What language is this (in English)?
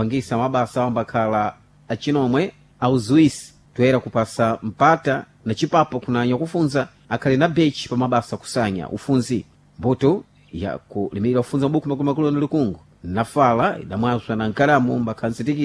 Sena